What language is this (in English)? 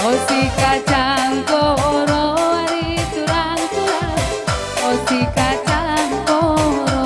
Batak Karo